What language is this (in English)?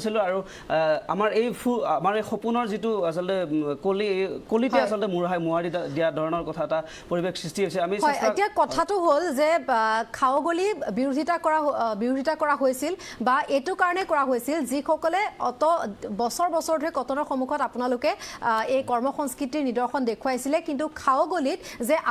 Assamese